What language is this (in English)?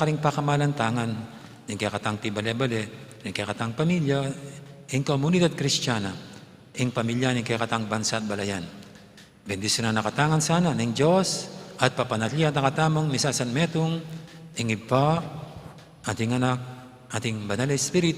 Pampanga